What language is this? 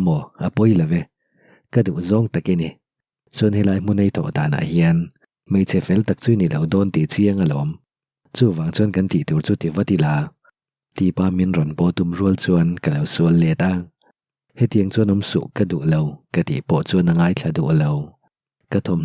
Mizo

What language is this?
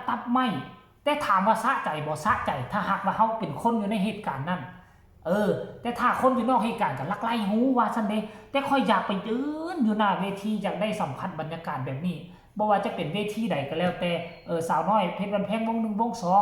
Northeastern Thai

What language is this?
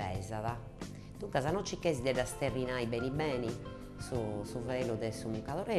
Sardinian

